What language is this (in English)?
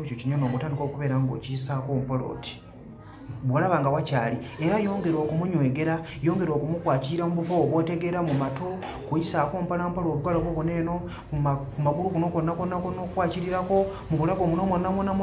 Ganda